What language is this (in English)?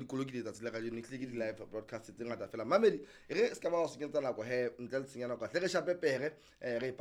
Southern Sotho